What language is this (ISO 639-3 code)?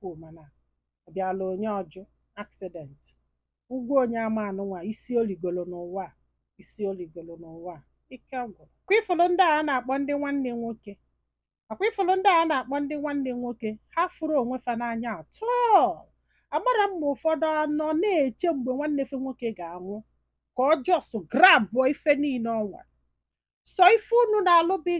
ibo